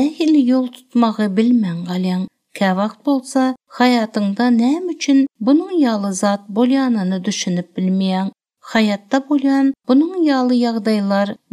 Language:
Turkmen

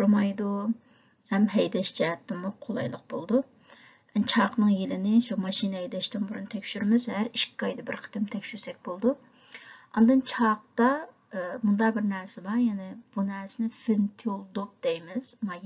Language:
Uyghur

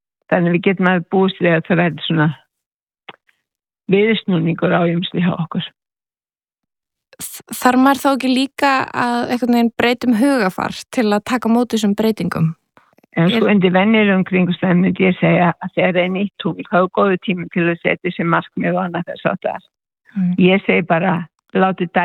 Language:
Icelandic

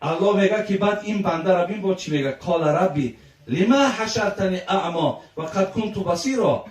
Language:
Tajik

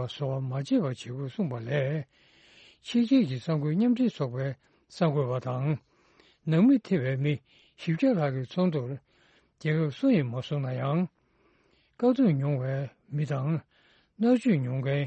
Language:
Tibetan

